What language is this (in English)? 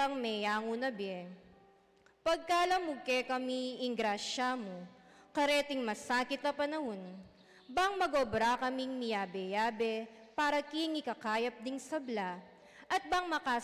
Pampanga